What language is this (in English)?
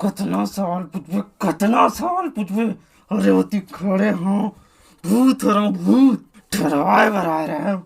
Chhattisgarhi